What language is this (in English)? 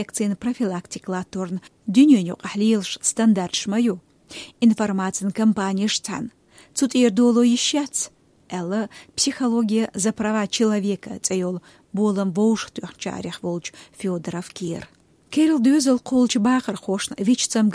Chechen